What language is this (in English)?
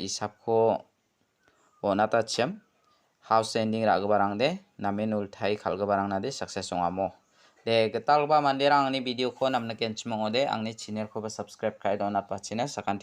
Garo